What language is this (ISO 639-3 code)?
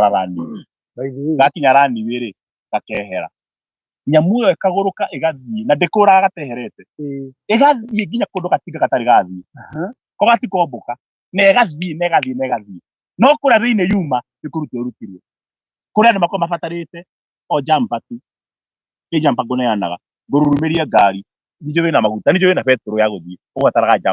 kik